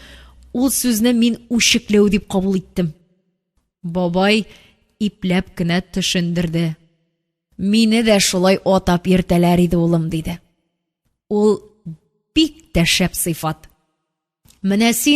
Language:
Tatar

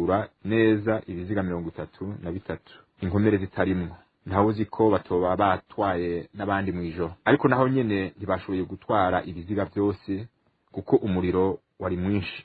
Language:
Rundi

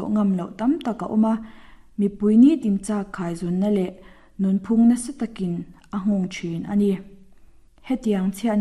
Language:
Mizo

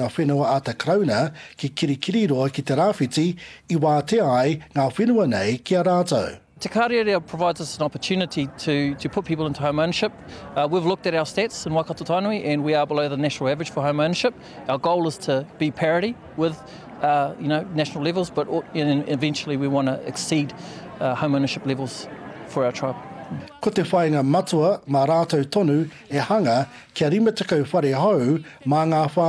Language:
Māori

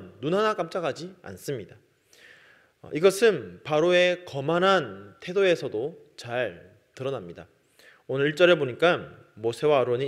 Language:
Korean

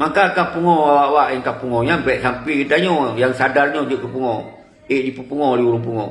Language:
Achinese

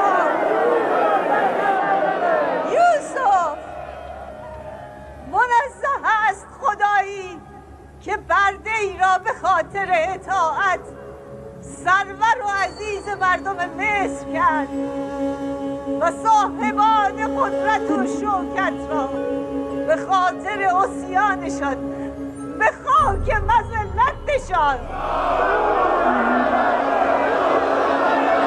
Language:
Persian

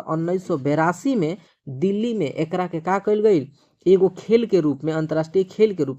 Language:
Bhojpuri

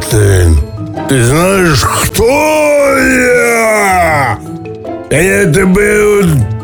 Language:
Ukrainian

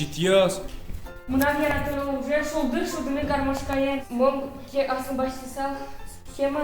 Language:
Udmurt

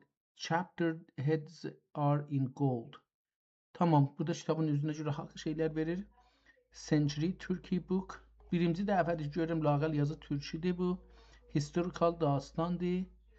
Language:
South Azerbaijani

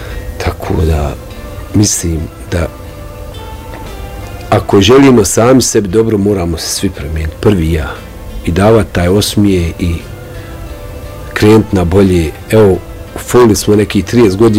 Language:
Bosnian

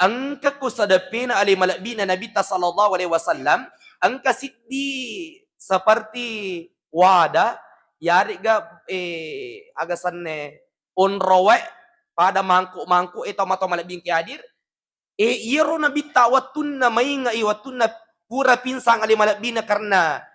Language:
Buginese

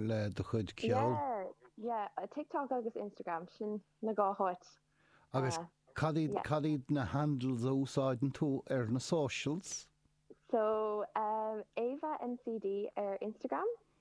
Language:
Irish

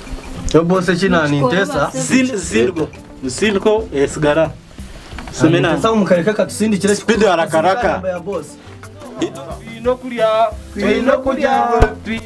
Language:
Nyankole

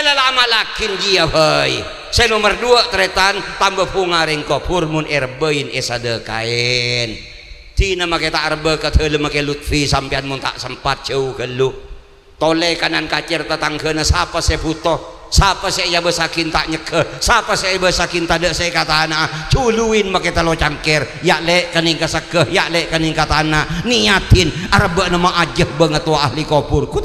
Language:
Madurese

